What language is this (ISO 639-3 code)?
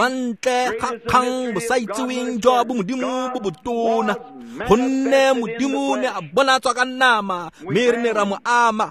tsn